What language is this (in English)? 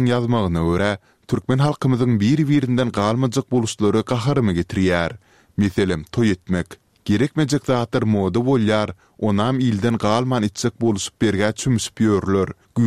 Turkmen